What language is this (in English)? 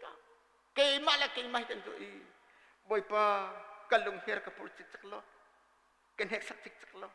Hakha Chin